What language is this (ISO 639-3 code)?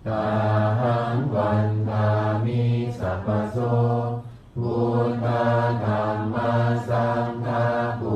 pli